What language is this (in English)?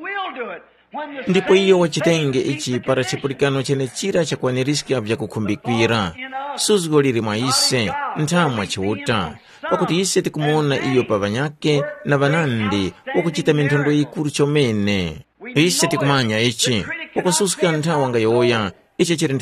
Tumbuka